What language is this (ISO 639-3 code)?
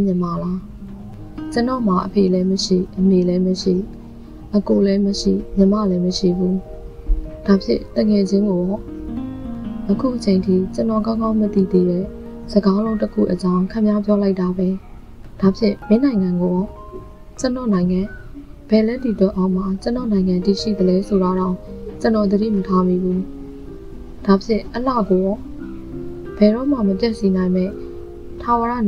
mya